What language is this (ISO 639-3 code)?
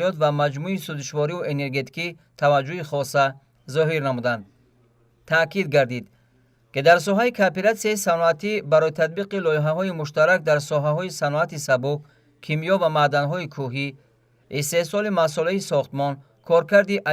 tgk